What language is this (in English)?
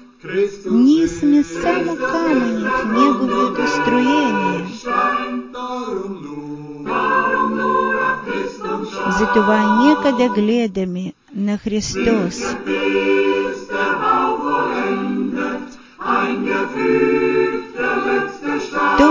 Bulgarian